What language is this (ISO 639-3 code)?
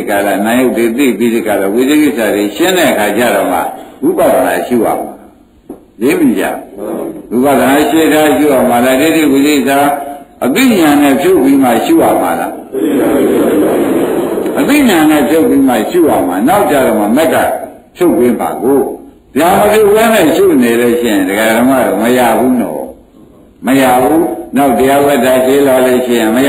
mya